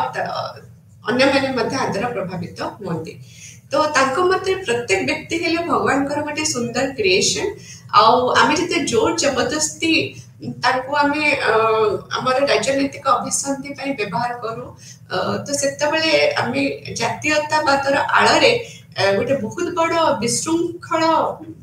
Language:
Odia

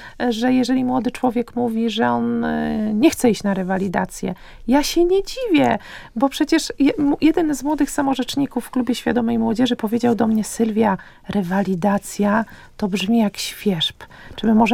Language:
Polish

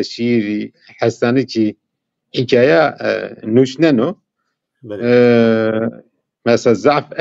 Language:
Zaza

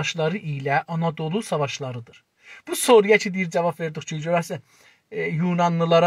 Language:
South Azerbaijani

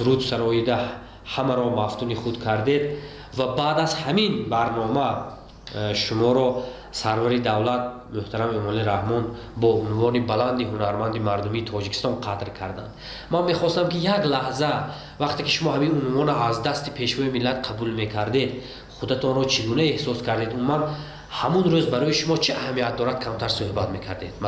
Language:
Tajik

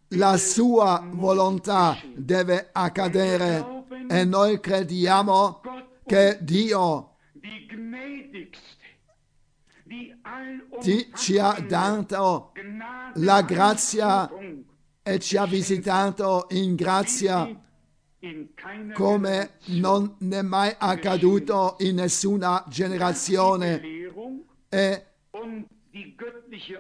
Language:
Italian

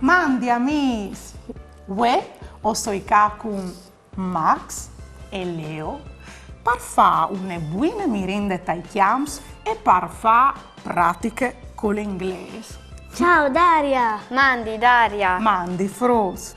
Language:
Friulian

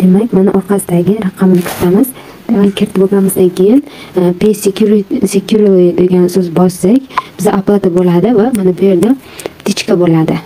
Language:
Uzbek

